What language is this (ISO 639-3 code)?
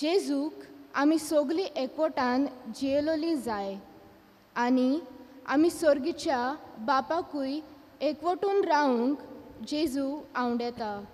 kok